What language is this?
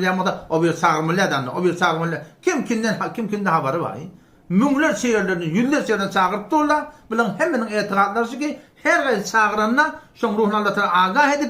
Turkmen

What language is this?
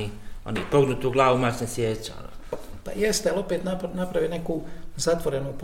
Bosnian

